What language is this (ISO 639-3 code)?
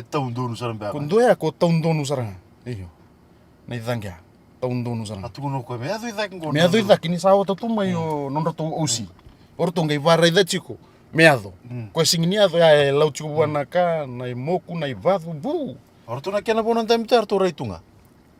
fij